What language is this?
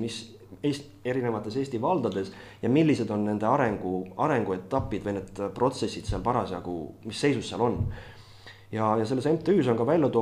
Estonian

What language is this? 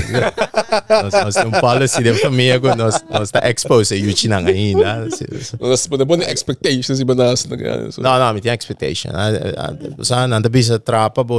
Papiamento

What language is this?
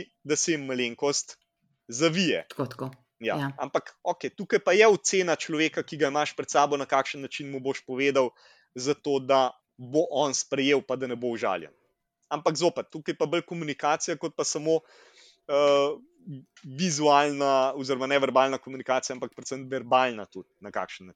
Slovenian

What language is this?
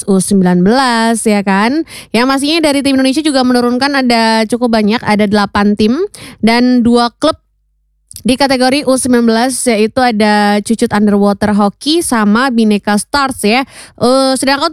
Indonesian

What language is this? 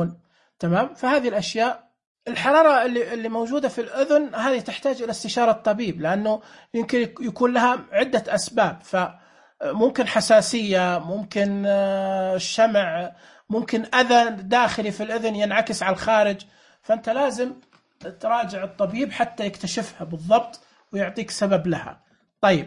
Najdi Arabic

